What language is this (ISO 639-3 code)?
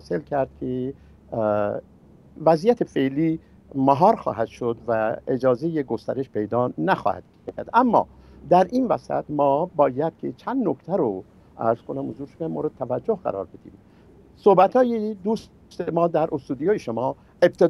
fas